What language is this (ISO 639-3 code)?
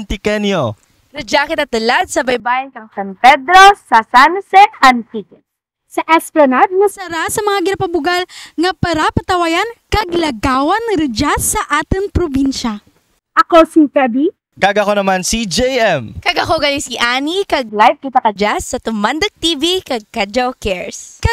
krj